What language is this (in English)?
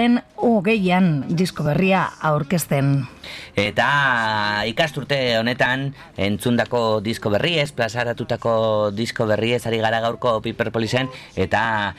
Basque